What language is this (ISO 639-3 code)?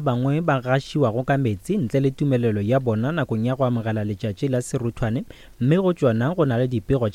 nso